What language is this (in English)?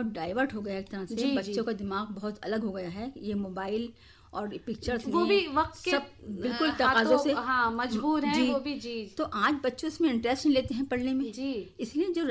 Urdu